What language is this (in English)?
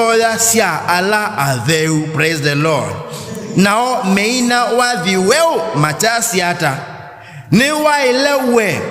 Kamba